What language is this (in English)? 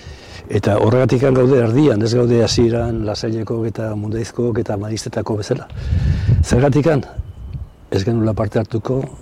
Basque